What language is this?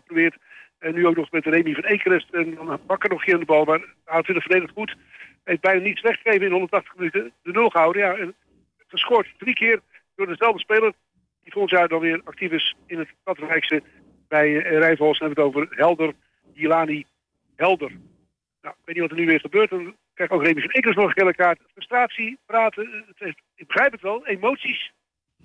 Dutch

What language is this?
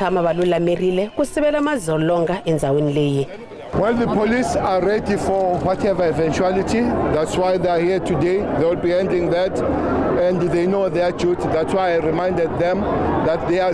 Tsonga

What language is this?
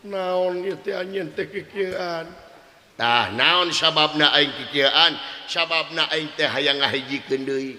Sundanese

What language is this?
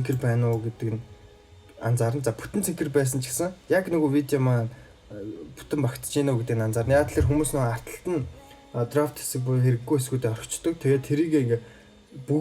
Mongolian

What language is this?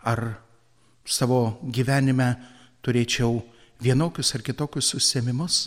Lithuanian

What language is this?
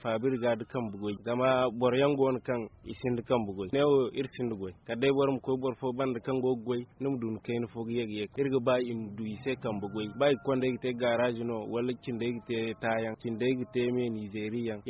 Zarma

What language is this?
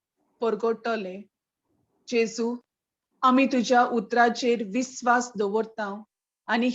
Konkani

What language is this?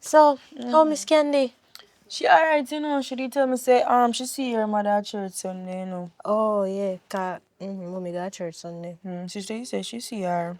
Jamaican Creole English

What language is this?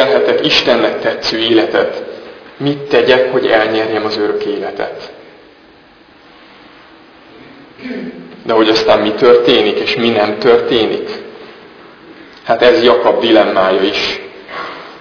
Hungarian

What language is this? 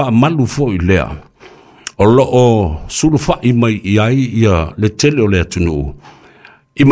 Samoan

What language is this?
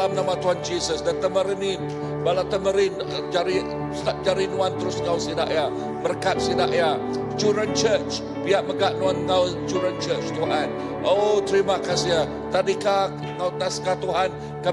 Iban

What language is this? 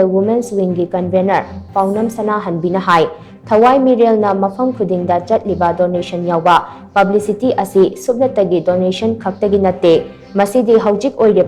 Manipuri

